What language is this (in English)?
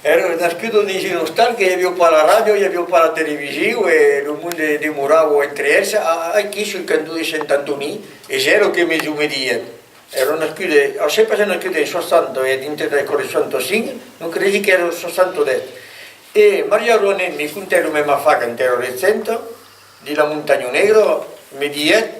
Occitan